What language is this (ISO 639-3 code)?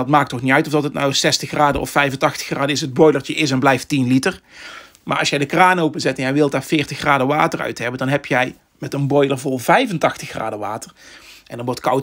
nld